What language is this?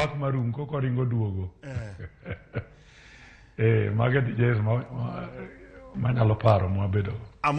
Luo (Kenya and Tanzania)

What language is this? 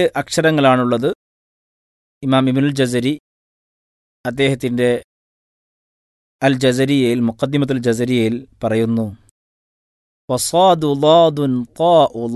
Malayalam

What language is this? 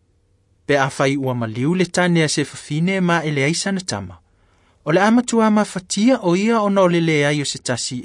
Samoan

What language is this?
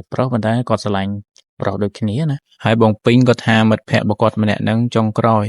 Khmer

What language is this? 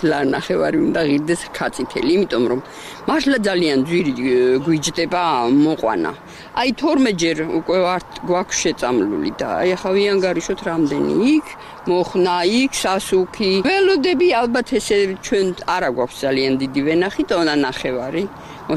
Georgian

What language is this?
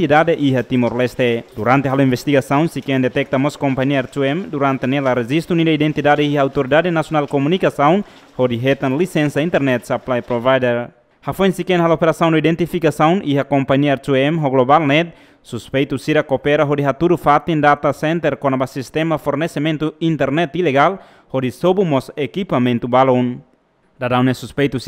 Tetum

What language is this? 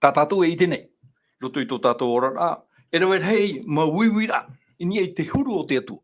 Tahitian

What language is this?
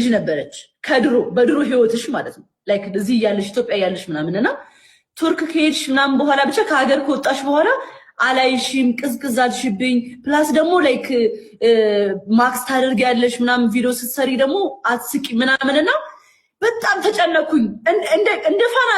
Amharic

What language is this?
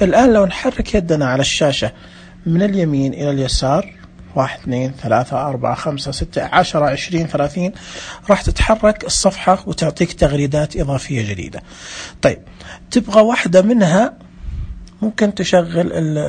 Najdi Arabic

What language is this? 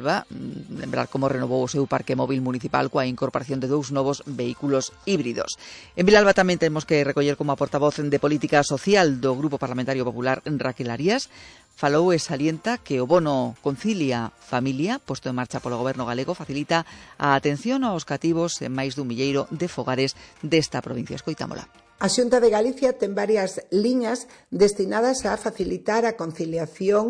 Galician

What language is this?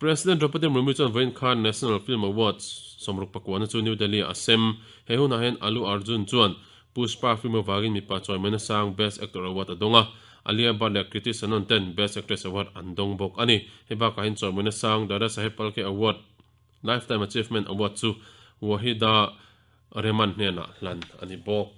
Mizo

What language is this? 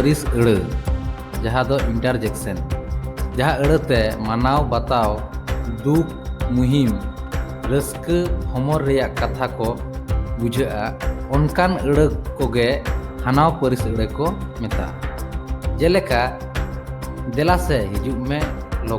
Santali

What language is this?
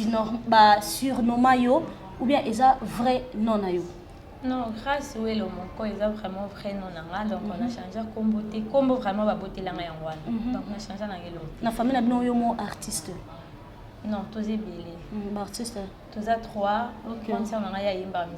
Lingala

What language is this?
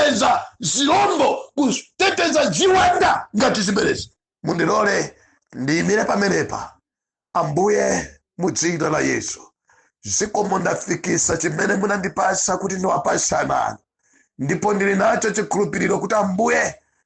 Nyanja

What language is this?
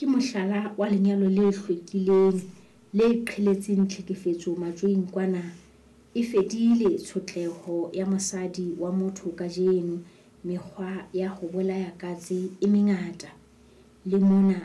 Southern Sotho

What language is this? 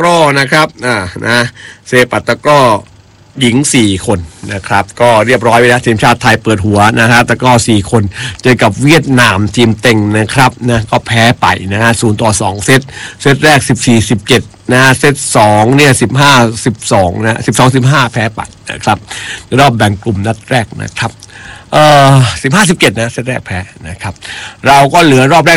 Thai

